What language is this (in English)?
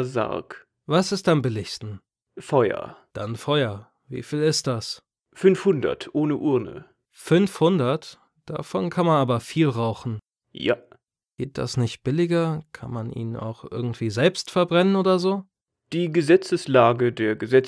German